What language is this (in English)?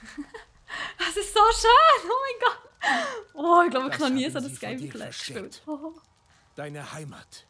Swiss German